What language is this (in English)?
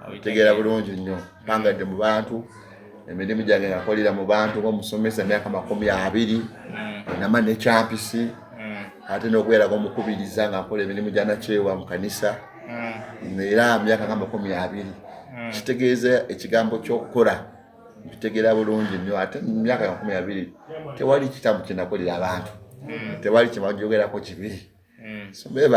Ganda